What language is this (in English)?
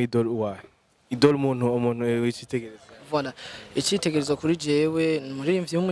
Rundi